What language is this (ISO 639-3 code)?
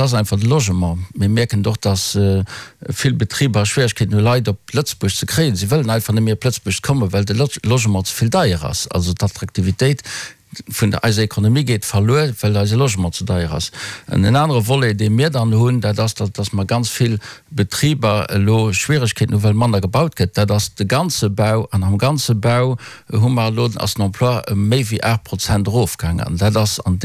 ltz